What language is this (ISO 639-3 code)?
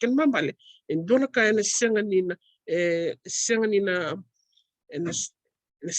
fij